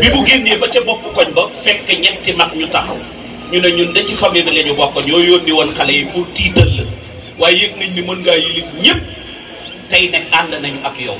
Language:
Wolof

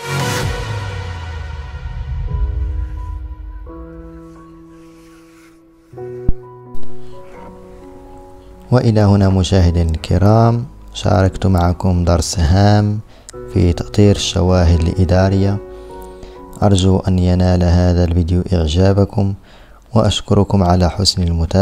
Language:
Arabic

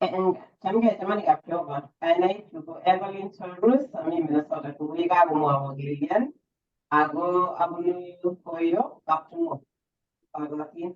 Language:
Kalenjin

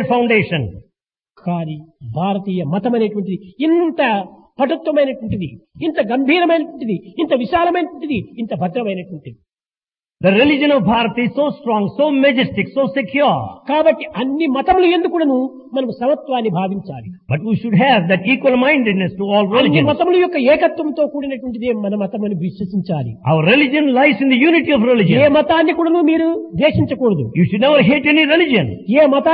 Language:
Telugu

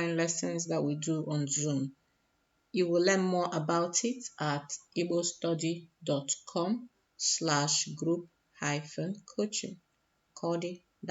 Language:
Igbo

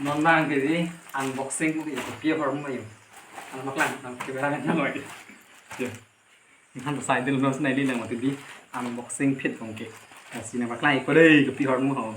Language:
Karbi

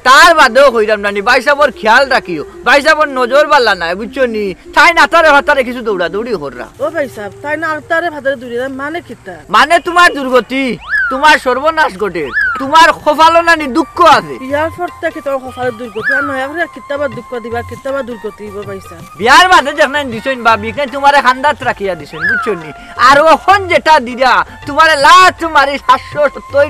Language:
Sylheti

